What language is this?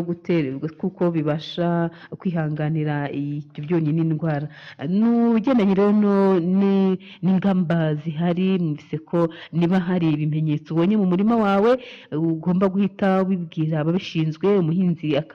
Kinyarwanda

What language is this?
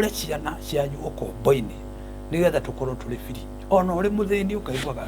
Kikuyu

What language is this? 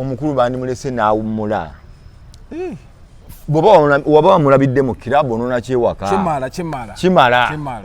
Ganda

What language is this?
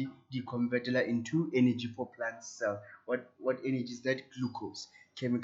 Tswana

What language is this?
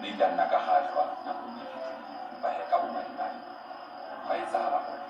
Southern Sotho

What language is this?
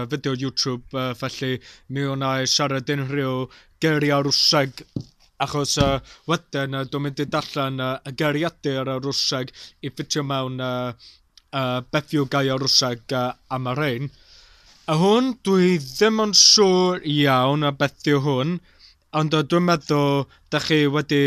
Welsh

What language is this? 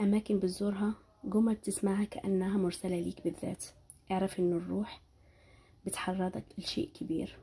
Egyptian Arabic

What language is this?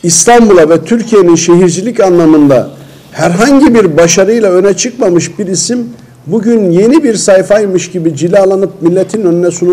Turkish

